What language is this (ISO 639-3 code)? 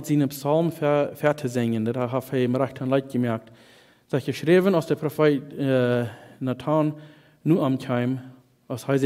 pdt